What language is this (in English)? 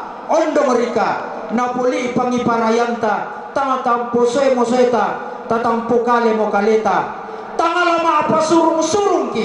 Toraja-Sa'dan